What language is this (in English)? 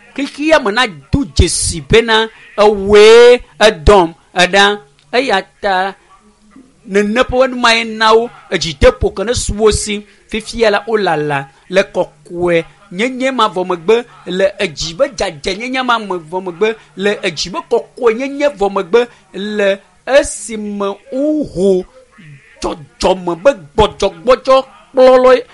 Ewe